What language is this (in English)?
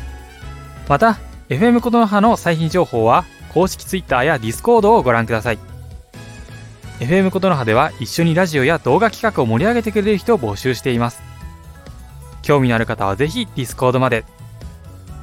Japanese